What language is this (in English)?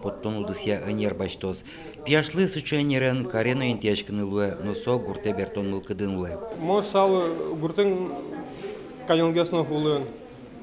Udmurt